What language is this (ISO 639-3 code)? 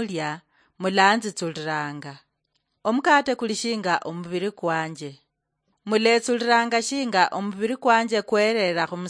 luy